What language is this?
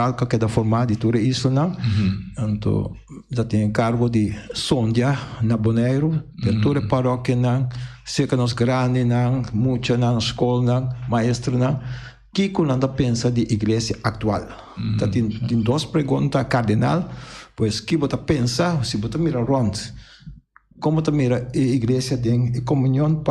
Papiamento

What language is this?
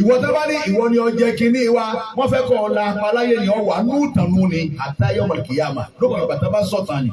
Yoruba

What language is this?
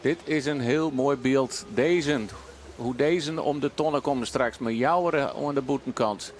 Western Frisian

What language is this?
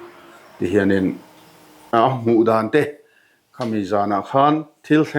Mizo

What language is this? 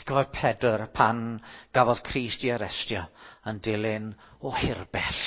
Welsh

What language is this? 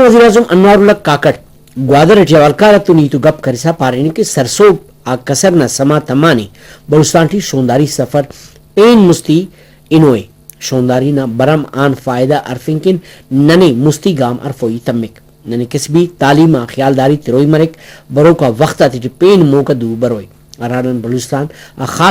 Brahui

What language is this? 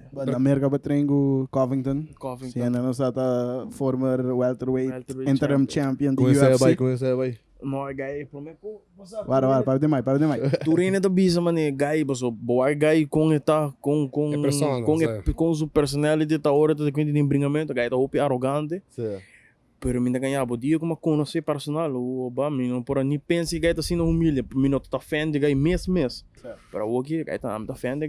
Papiamento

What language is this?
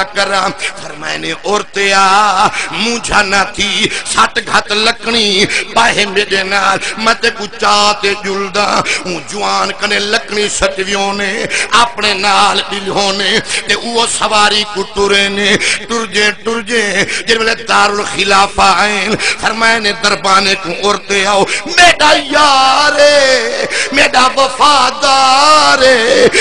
Saraiki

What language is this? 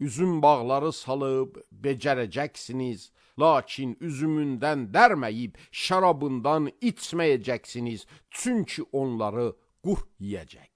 Azerbaijani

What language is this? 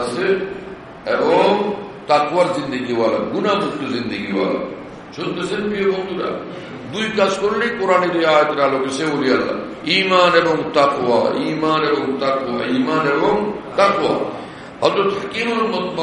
Bangla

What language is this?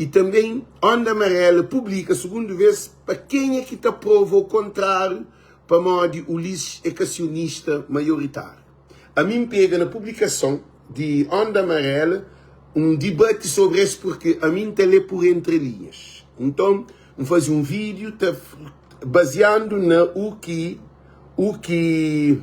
Kabuverdianu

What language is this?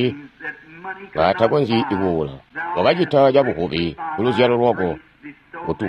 Tonga (Zambia)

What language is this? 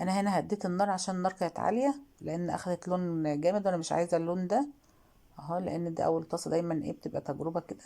Egyptian Arabic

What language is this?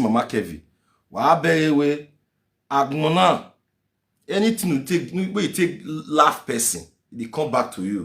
Nigerian Pidgin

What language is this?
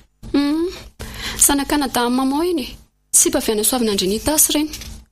Malagasy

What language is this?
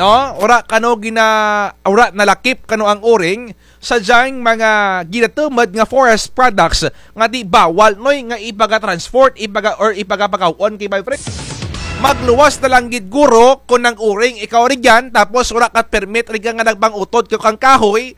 Kinaray-a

